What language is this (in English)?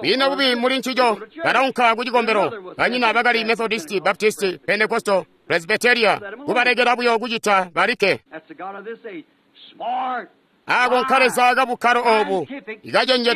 Tonga (Zambia)